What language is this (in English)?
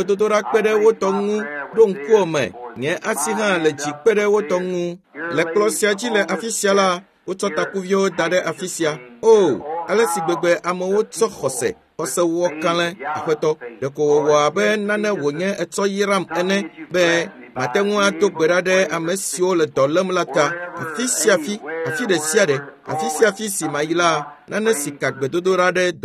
Ewe